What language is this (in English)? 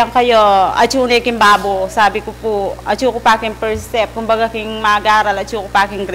Pampanga